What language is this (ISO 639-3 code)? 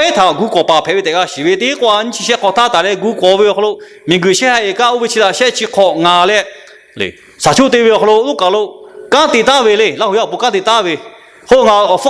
lhu